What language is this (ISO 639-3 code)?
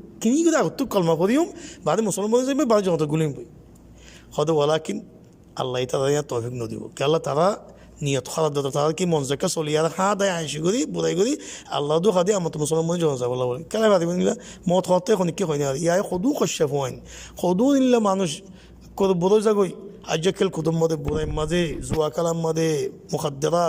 rhg